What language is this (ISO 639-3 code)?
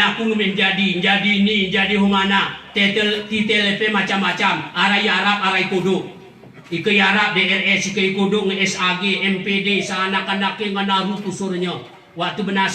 gay